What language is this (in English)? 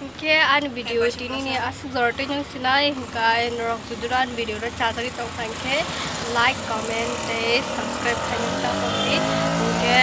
Kok Borok